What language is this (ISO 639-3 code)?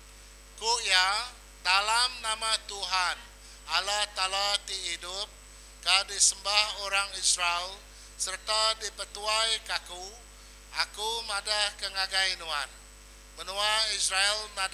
iba